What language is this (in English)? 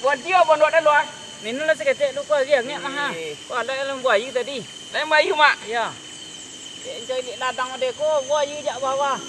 Minangkabau